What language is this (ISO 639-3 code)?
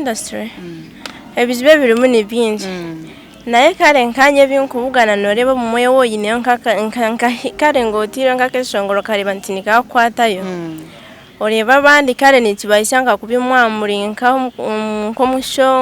nyn